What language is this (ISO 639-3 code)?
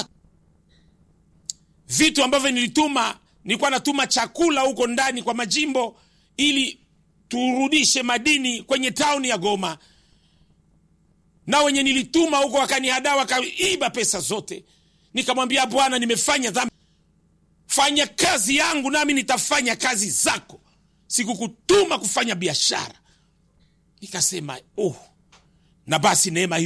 swa